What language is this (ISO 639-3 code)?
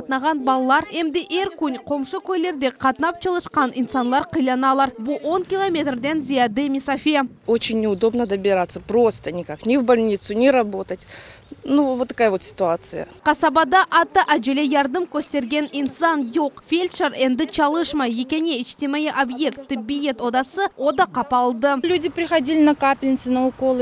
crh